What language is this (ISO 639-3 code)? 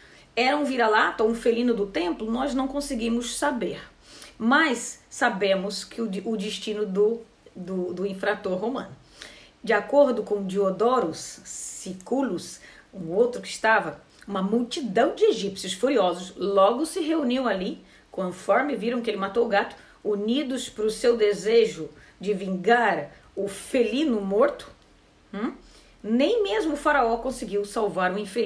por